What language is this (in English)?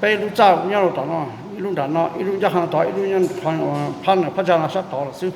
Hmong